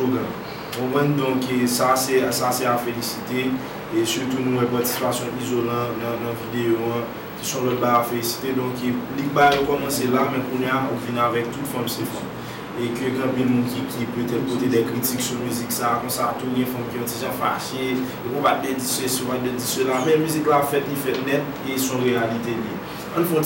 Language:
Haitian Creole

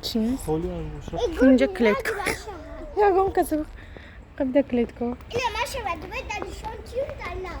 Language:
Tajik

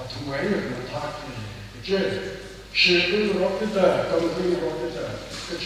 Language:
Tangkhul Naga (India)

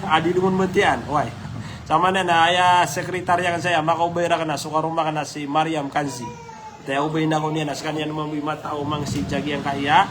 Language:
Maranao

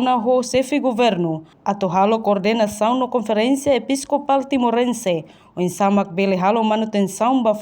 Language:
Tetum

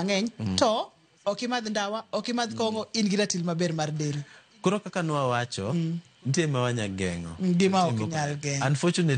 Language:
Luo (Kenya and Tanzania)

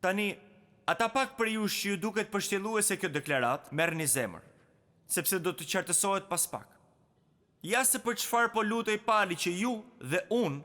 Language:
Albanian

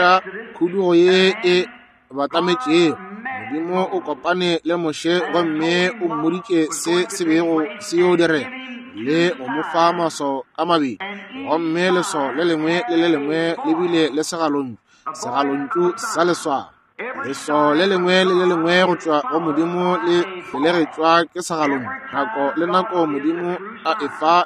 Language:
Northern Sotho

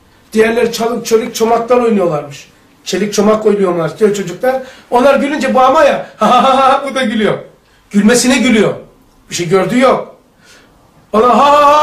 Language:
Turkish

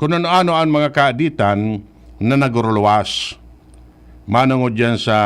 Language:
Bikol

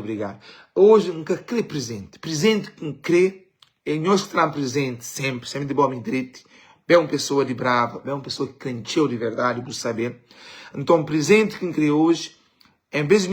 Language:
Kabuverdianu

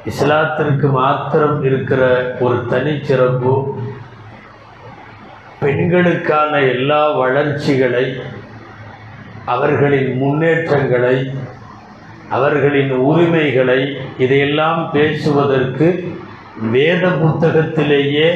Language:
Tamil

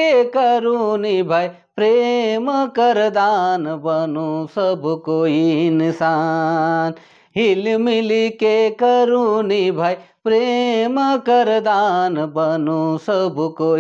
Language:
Sadri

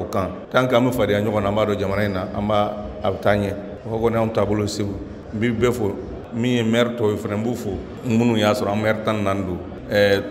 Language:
Bambara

